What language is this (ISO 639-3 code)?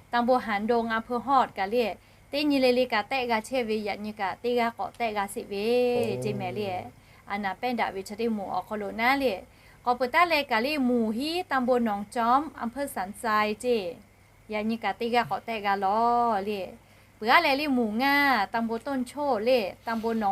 lhu